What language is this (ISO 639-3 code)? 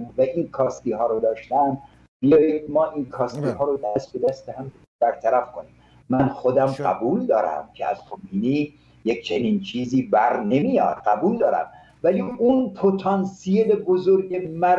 fas